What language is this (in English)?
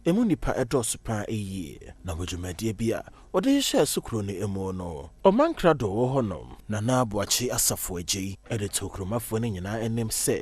Akan